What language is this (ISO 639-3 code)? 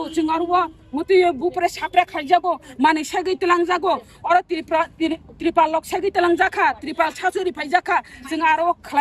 trp